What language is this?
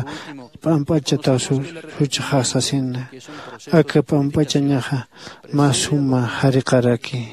Aymara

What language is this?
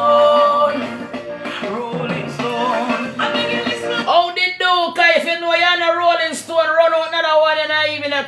Jamaican Creole English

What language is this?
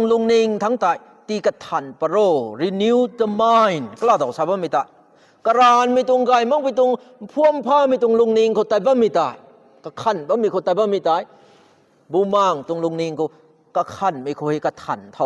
Rongmei Naga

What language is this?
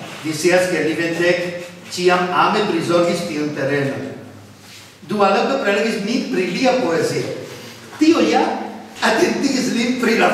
Esperanto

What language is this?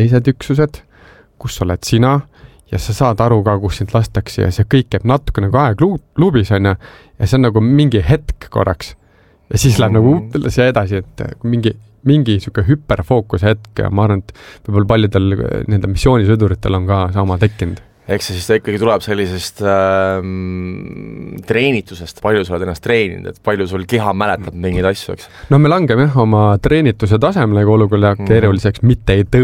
Estonian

